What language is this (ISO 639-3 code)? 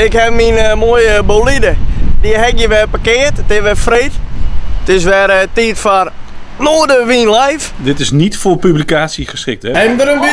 fry